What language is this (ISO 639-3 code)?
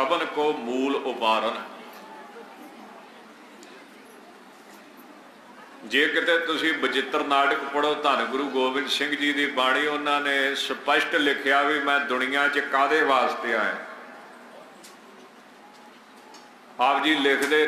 pan